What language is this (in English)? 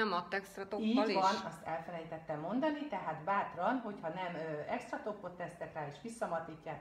Hungarian